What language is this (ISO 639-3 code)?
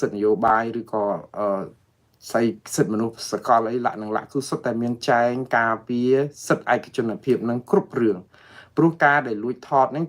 khm